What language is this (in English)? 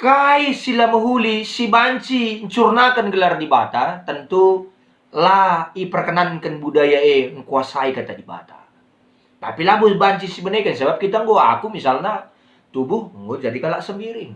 Batak Karo